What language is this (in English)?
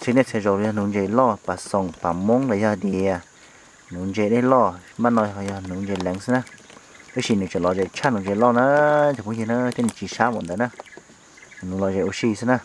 Hmong